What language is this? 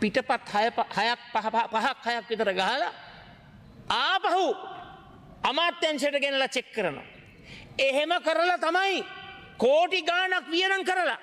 Sinhala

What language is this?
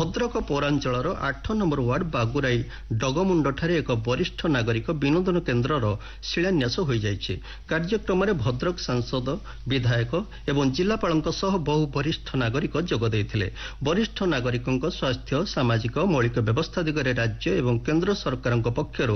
Odia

